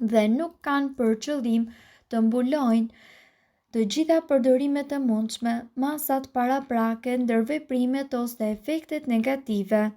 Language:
Albanian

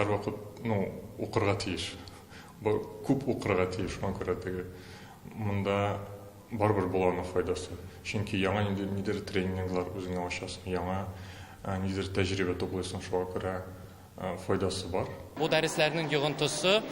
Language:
Tatar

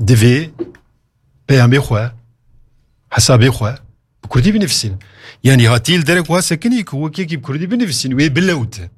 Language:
Kurdish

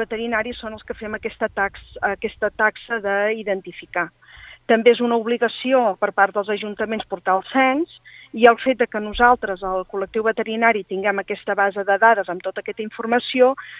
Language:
Catalan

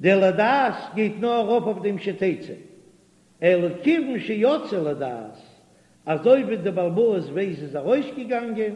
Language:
Yiddish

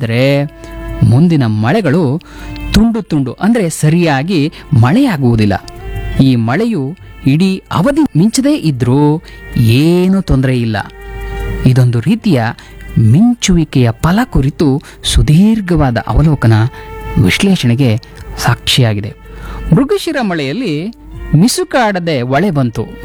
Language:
Kannada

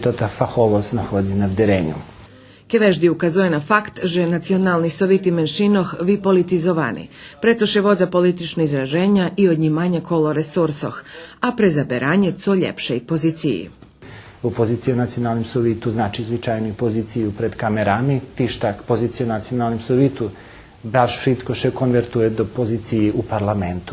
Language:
Rusyn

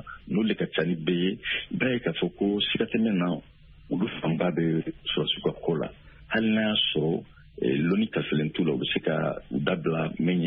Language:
Bambara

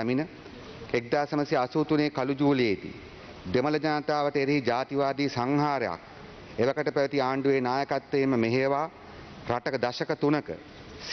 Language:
Sinhala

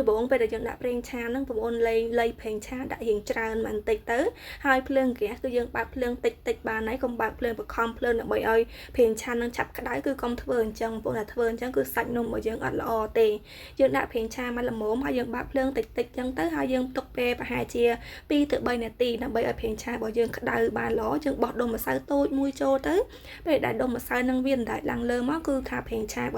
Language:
Khmer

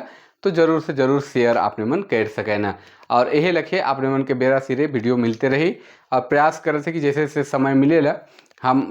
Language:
Sadri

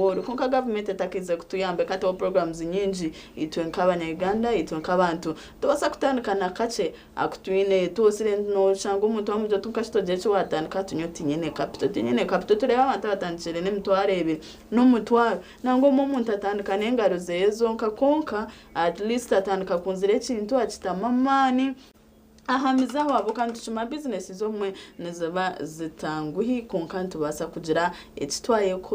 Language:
Nyankole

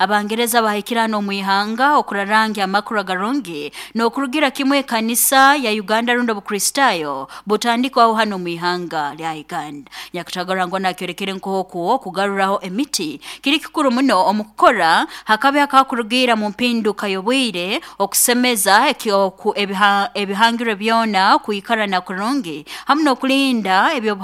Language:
Nyankole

